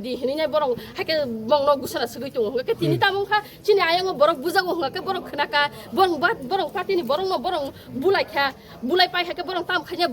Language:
Kok Borok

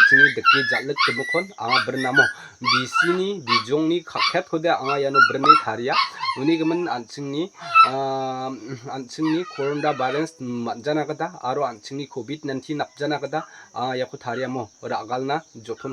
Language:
Garo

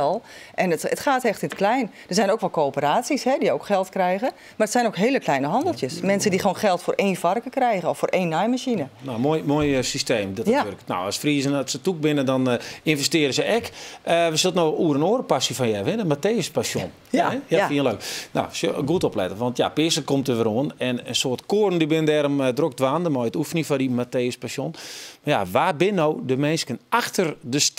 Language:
Western Frisian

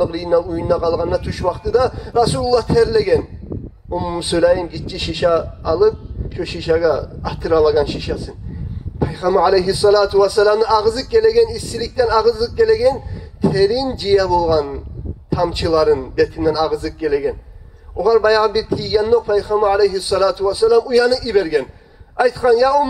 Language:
Kumyk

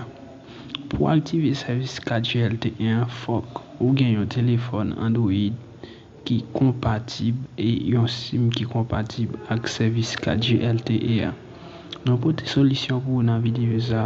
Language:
Haitian Creole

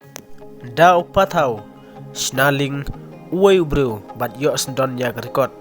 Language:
Khasi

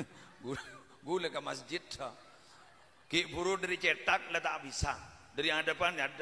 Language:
Madurese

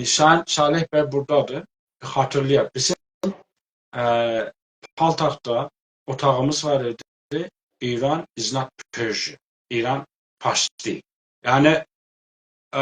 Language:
South Azerbaijani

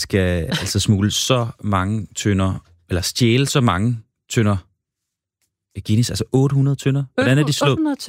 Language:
Danish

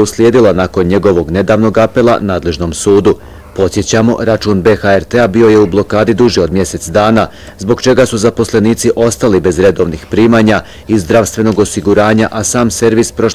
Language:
Bosnian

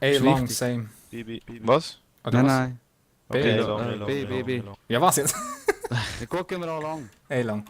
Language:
Swiss German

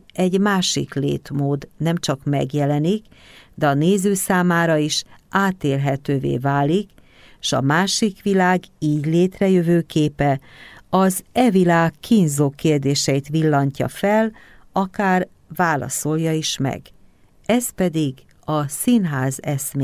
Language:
Hungarian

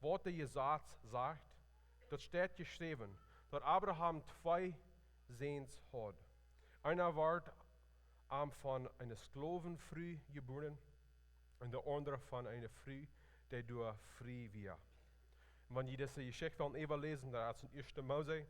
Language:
Plautdietsch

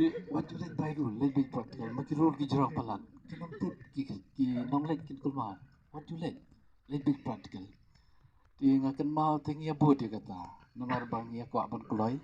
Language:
Khasi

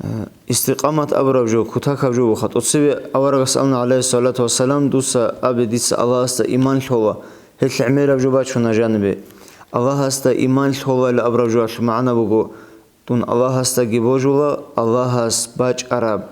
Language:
Avaric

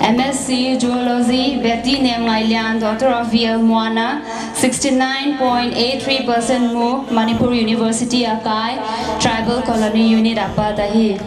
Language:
Paite Chin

